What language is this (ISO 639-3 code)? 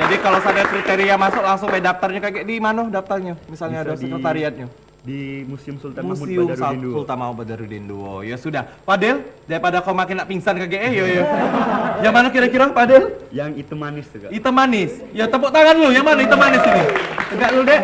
mui